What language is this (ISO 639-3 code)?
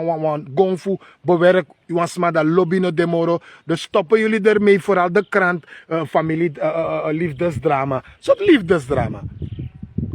srn